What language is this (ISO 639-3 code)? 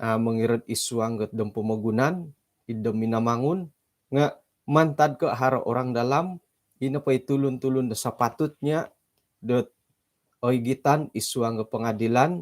dtp